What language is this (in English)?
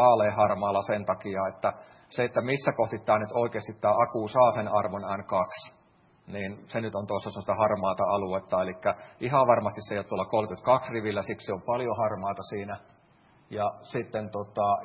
Finnish